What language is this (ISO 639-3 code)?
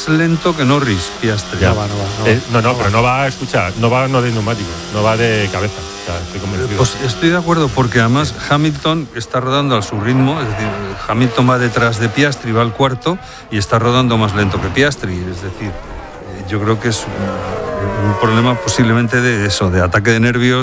spa